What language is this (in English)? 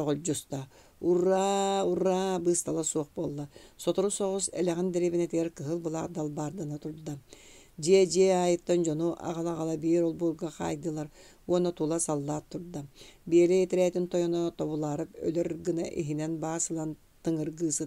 Yakut